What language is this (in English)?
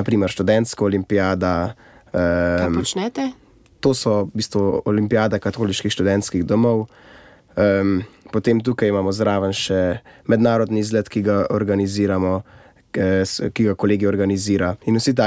Slovenian